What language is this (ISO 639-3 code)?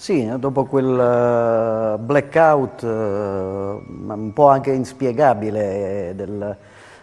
ita